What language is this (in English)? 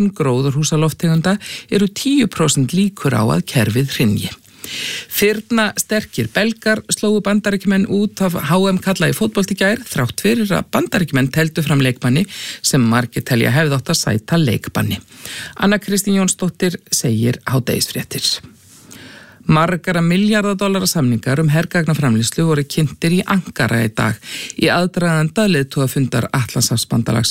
Icelandic